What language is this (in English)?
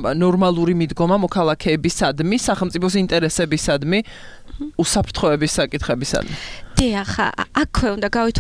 Georgian